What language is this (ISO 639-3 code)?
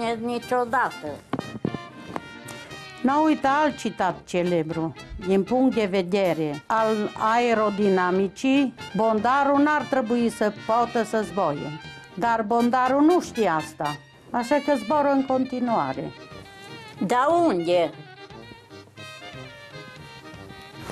ron